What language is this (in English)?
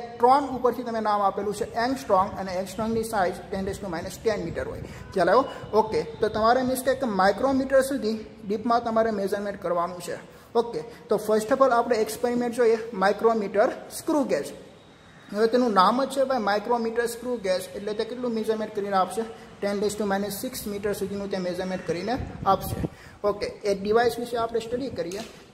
Gujarati